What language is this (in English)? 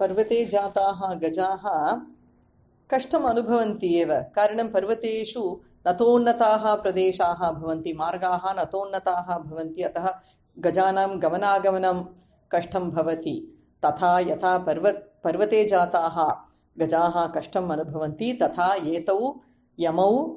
Sanskrit